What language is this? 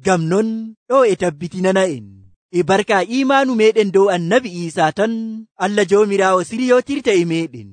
Nigerian Fulfulde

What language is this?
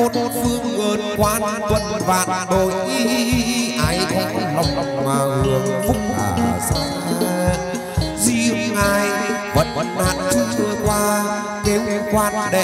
Vietnamese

